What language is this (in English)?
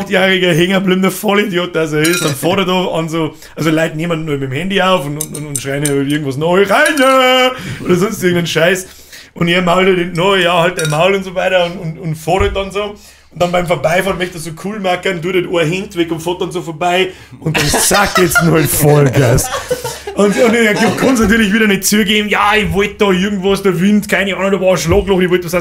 Bavarian